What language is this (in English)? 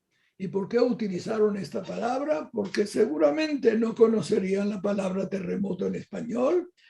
Ladino